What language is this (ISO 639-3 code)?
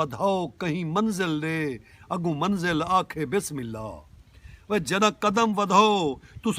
skr